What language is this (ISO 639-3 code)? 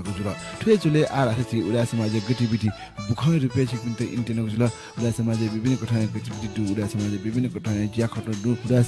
new